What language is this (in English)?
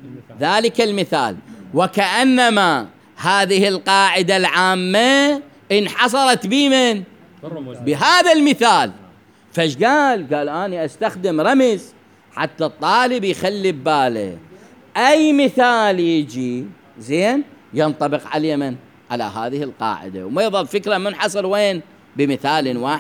Mesopotamian Arabic